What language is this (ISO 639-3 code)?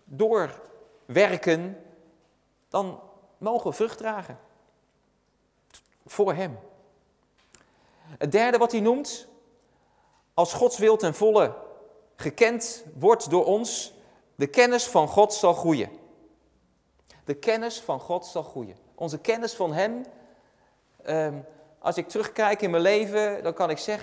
nld